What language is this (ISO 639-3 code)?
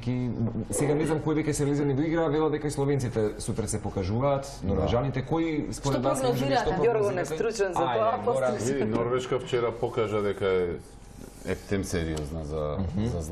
mkd